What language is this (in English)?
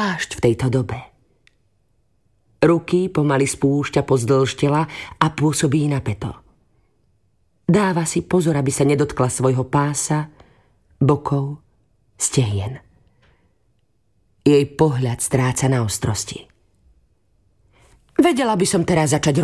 Slovak